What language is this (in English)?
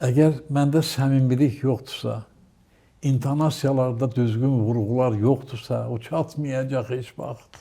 Azerbaijani